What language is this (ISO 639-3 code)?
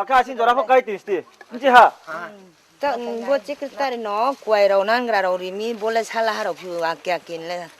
ria